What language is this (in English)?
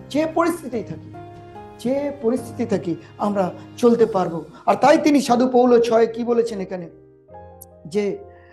Bangla